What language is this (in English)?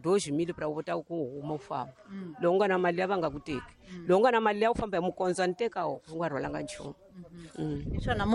Tsonga